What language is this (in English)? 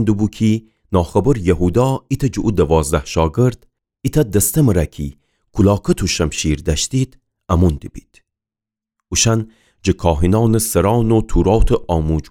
Gilaki